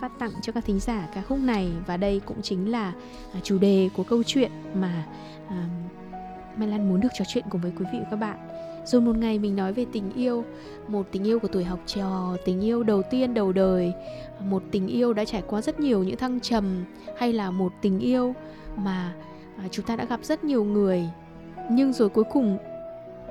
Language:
Vietnamese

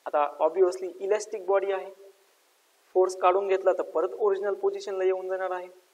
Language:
Marathi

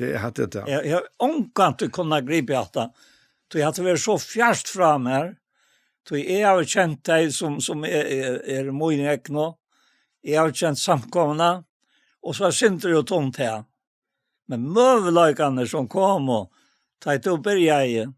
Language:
Faroese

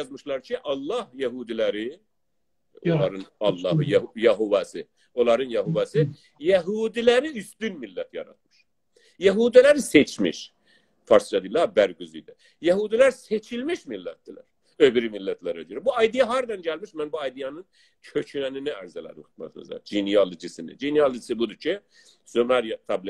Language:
South Azerbaijani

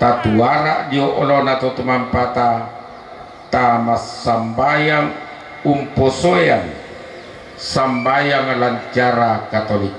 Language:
Toraja-Sa'dan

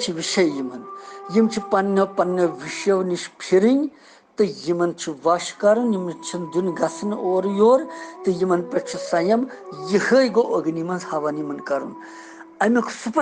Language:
Kashmiri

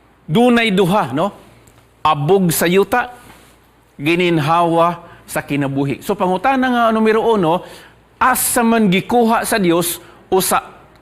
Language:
Cebuano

